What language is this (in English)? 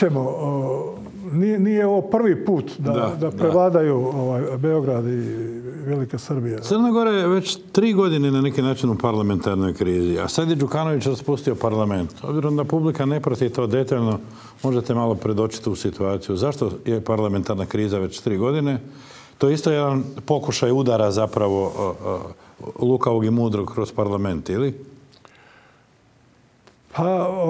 Croatian